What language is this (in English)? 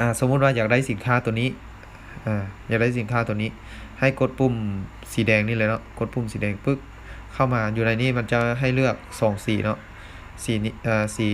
Lao